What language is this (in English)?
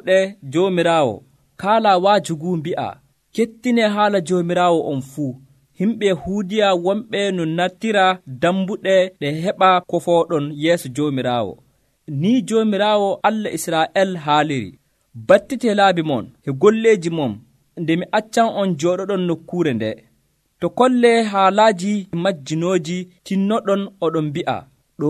Nigerian Fulfulde